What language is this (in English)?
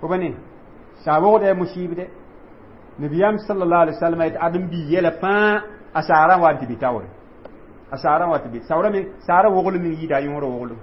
Mossi